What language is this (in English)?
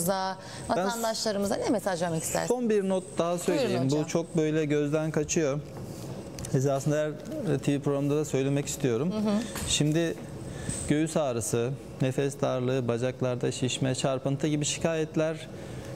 Turkish